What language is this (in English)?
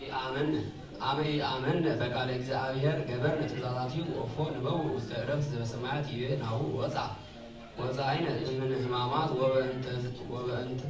Geez